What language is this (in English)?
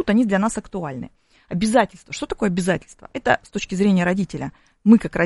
Russian